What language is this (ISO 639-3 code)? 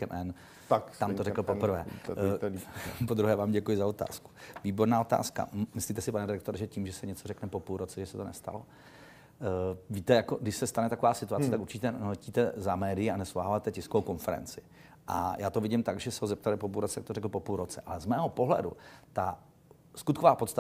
ces